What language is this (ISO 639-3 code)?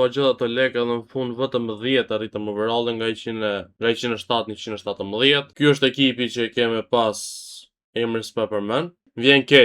sqi